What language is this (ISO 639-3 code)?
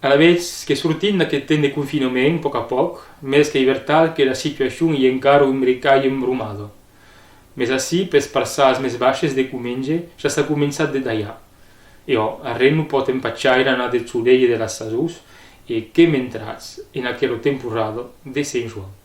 oci